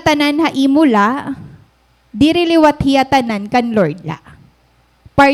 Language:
Waray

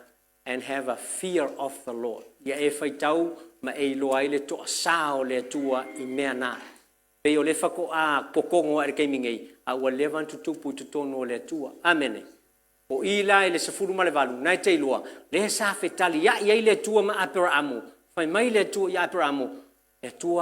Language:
Samoan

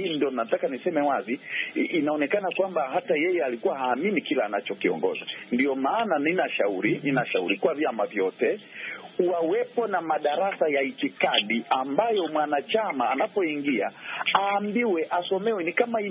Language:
Swahili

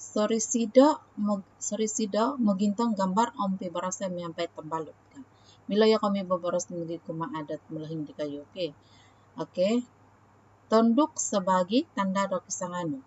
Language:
Central Dusun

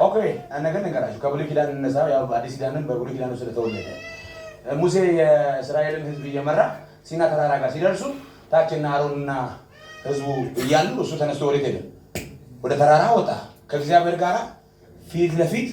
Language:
Amharic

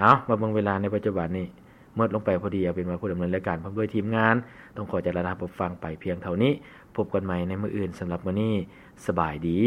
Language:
Lao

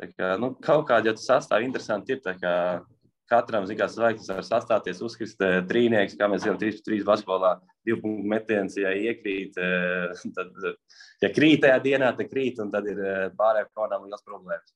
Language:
Latvian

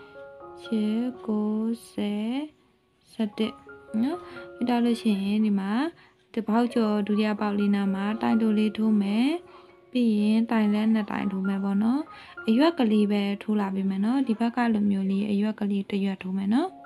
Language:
Burmese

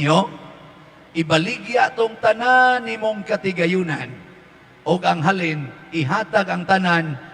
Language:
Cebuano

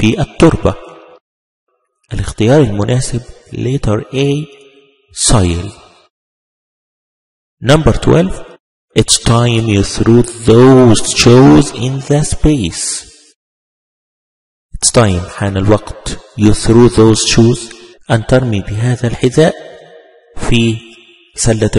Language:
Arabic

